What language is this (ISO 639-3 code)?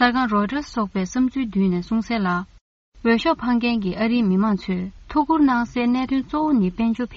bod